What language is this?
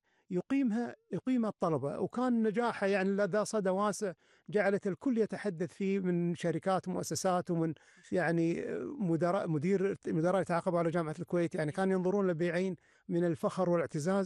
Gulf Arabic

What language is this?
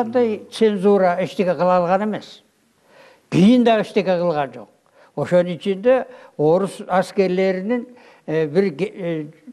Kyrgyz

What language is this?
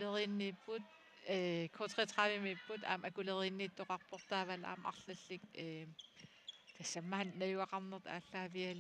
Kalaallisut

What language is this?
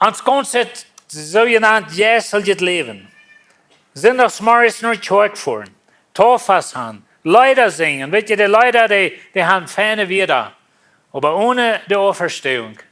Plautdietsch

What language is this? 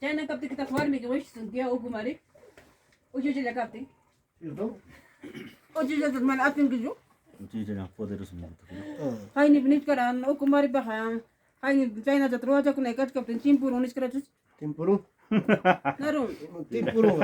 Ayacucho Quechua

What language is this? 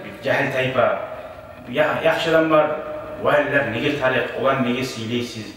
Kumyk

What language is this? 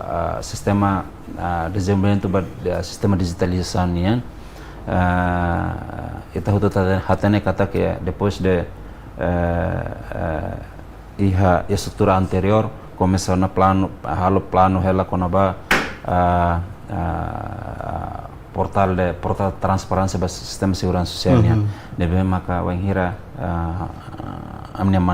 Tetum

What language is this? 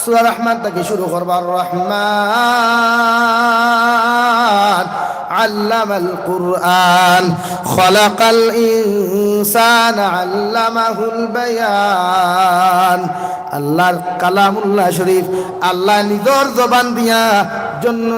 Sylheti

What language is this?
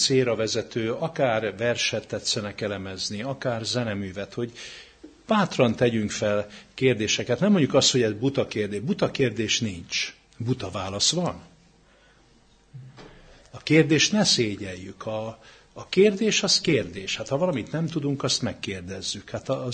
Hungarian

